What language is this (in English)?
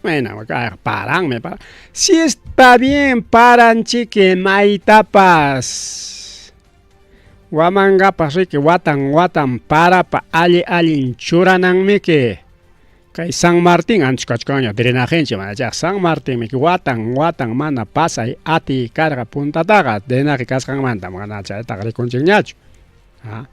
Ayacucho Quechua